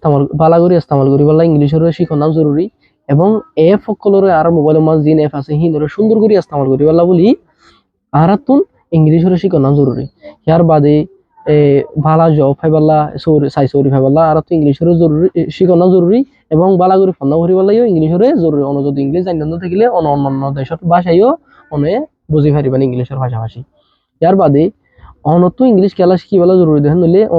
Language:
Rohingya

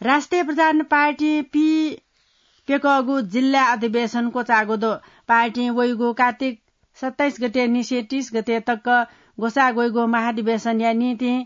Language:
Newari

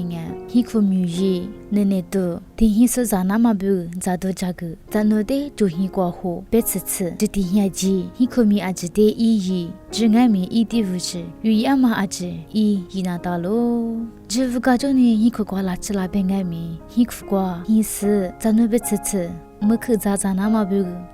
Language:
Lisu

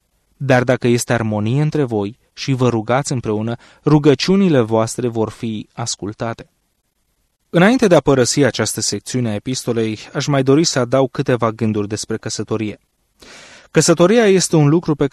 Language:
Romanian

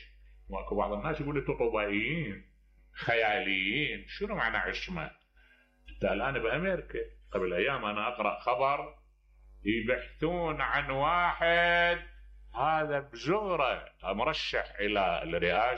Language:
Mesopotamian Arabic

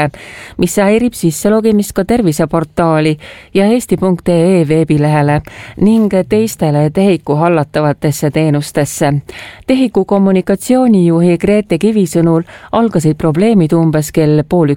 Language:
Estonian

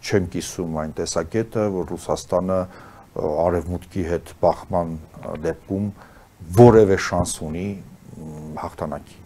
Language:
Armenian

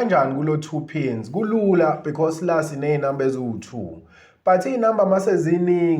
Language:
Zulu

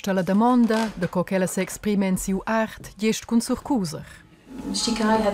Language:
Romansh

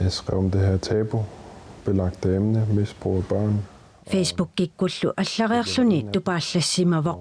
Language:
Kalaallisut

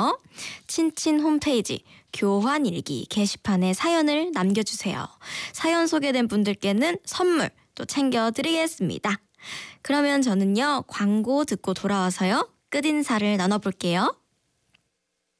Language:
Korean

